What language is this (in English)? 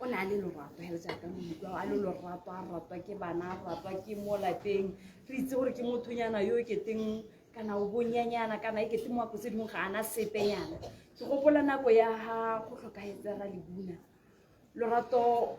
Tswana